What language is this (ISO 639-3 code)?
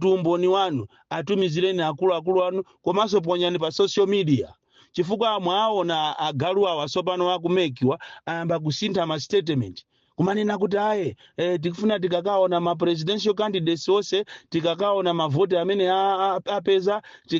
nya